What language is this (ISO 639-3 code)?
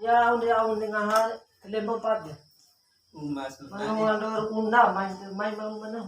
bhp